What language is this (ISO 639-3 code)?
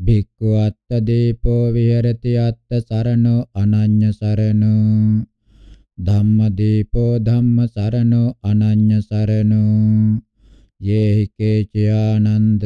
pli